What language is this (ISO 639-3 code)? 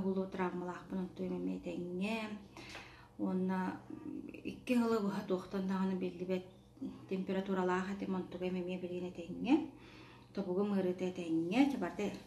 sah